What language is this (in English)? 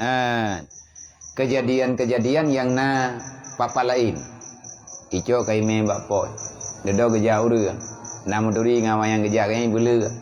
Achinese